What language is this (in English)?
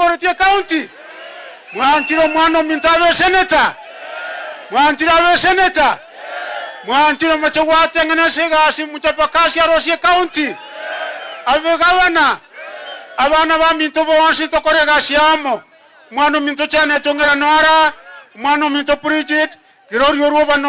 Gusii